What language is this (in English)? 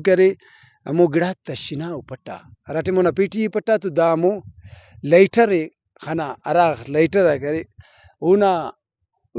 Brahui